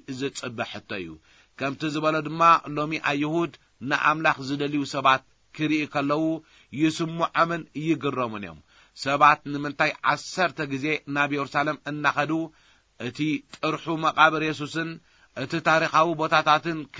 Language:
Tigrinya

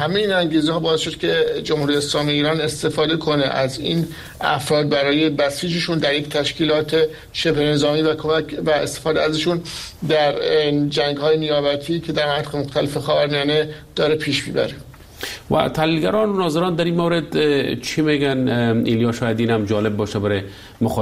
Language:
Persian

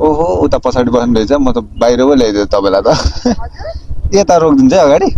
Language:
Nepali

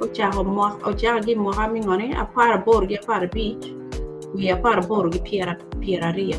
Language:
Acoli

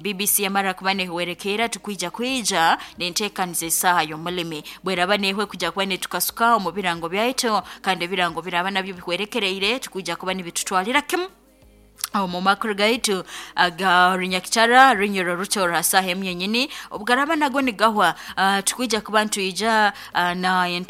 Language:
Nyoro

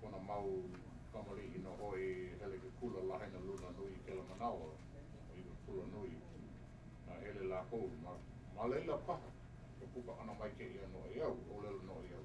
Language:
Hawaiian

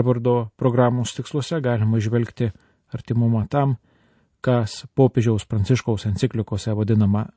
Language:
Lithuanian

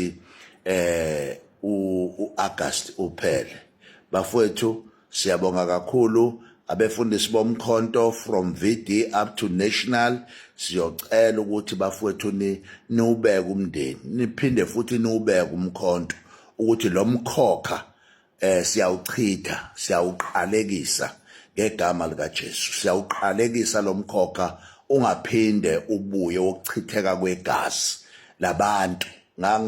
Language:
Zulu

